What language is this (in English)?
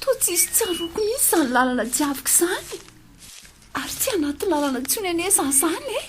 Malagasy